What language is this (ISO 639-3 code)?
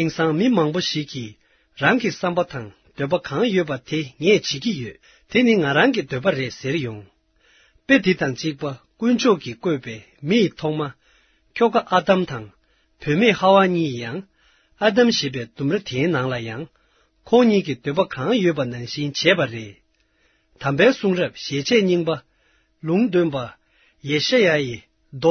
bod